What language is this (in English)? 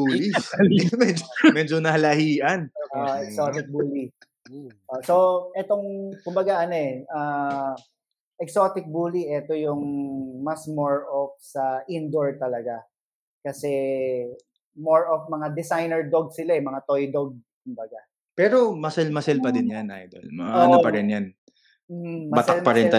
Filipino